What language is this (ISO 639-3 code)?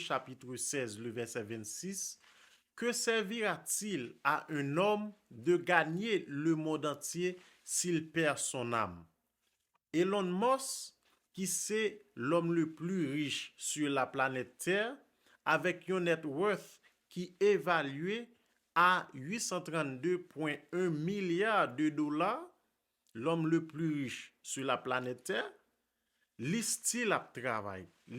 hat